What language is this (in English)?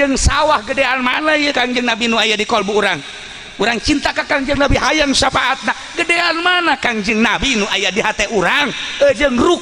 Sundanese